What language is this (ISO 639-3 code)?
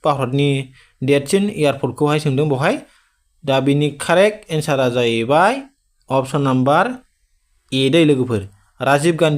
brx